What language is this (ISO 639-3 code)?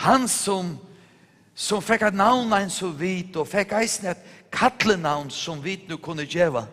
fao